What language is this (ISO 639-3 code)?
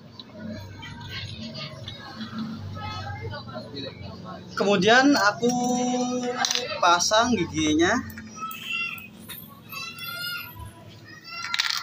ind